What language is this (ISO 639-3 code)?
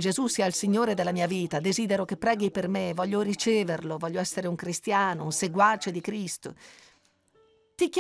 ita